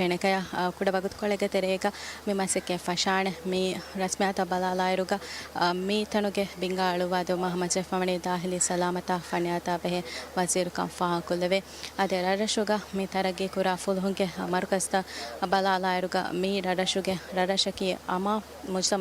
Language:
Divehi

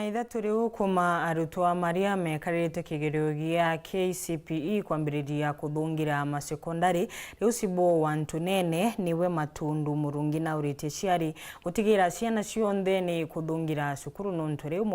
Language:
Meru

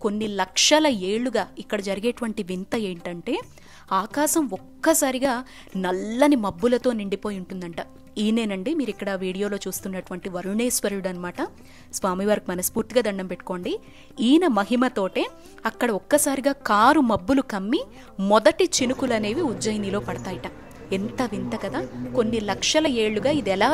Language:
Telugu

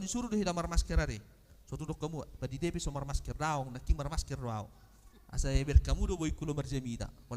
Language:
Batak Toba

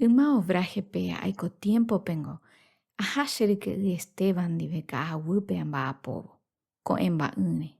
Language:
Guarani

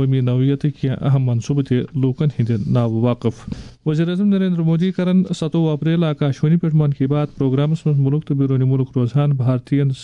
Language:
Kashmiri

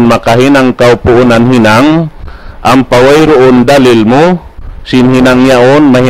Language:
Tausug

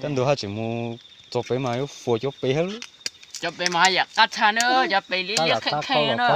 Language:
Hmong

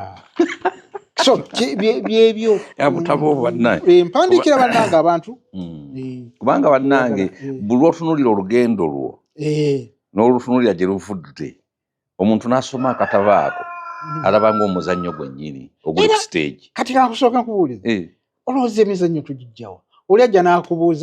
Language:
Ganda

